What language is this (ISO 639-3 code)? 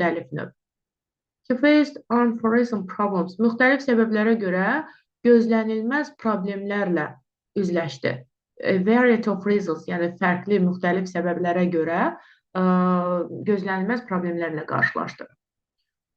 aze